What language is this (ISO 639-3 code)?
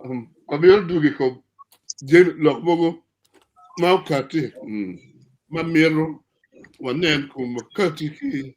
ach